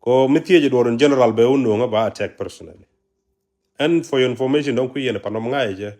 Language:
Nuer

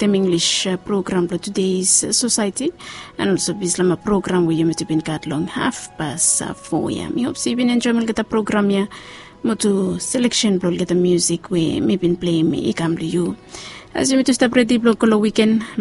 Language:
Bislama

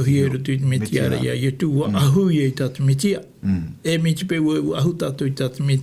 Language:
Tahitian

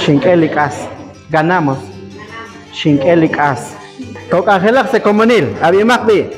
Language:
Kekchí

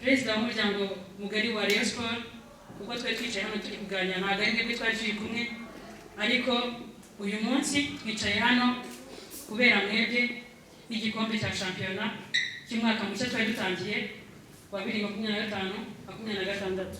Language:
Kinyarwanda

